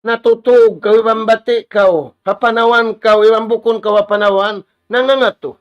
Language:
Tausug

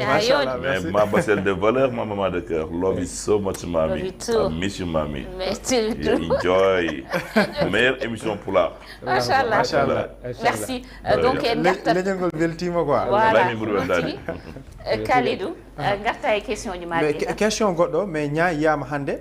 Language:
Fula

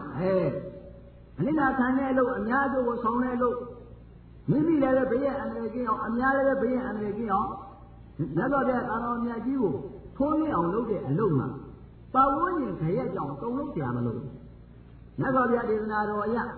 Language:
Burmese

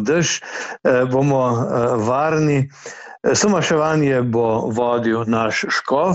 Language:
Slovenian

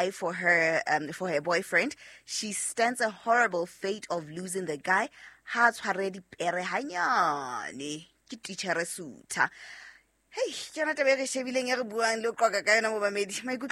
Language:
Southern Sotho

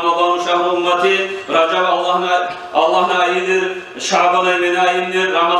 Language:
Kumyk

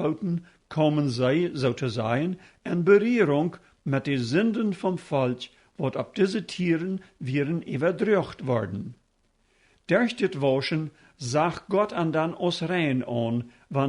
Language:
Plautdietsch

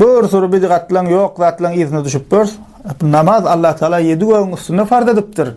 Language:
Turkmen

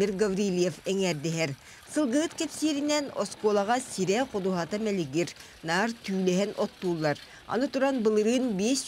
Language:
Yakut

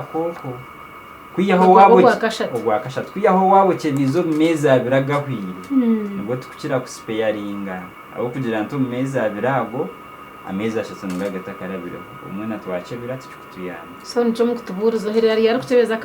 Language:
Nyankole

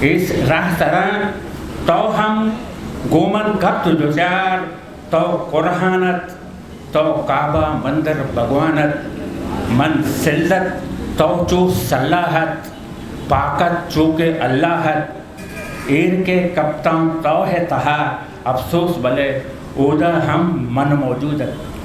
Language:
Eastern Balochi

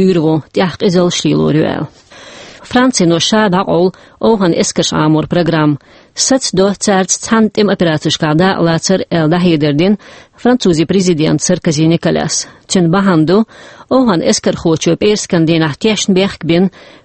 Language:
Chechen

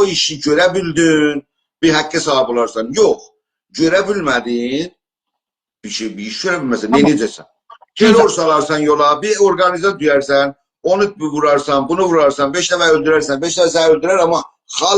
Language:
South Azerbaijani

